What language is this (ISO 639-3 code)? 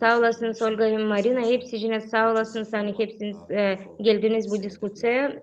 gag